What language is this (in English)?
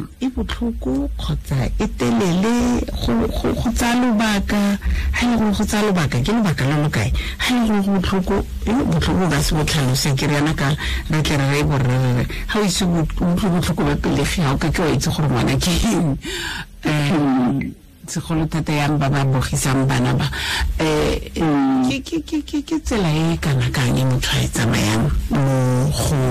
Tswana